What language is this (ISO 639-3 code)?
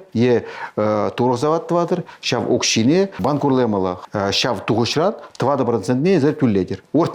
chv